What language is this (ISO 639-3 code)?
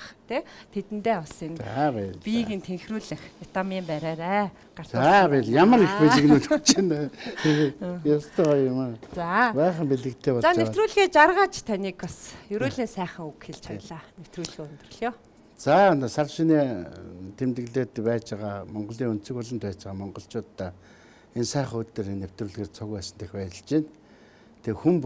mon